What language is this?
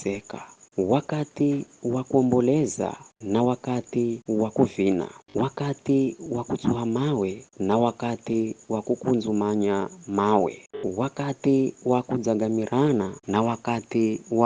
Giryama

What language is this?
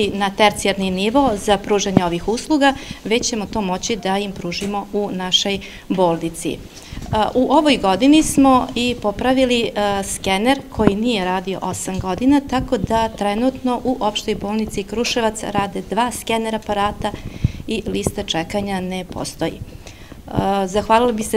Serbian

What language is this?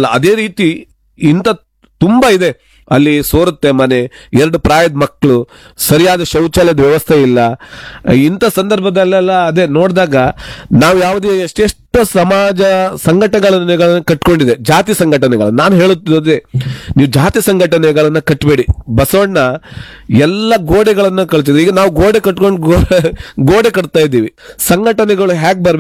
Kannada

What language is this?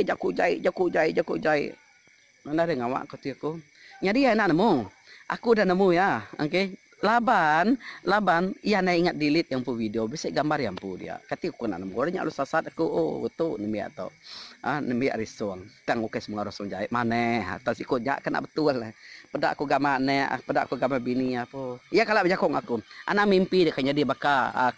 Iban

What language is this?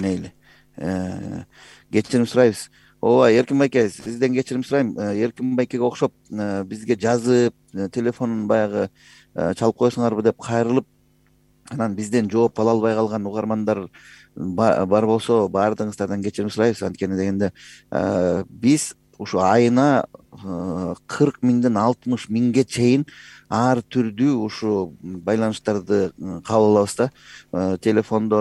Kyrgyz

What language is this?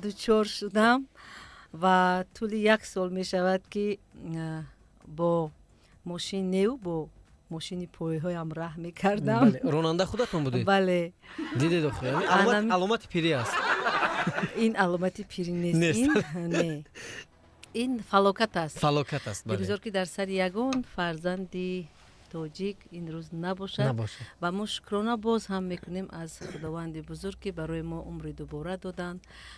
Tajik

